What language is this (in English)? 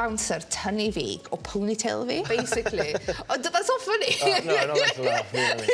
Welsh